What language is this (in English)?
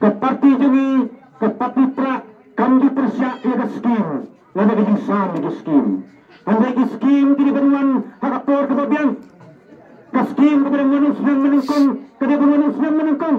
Khasi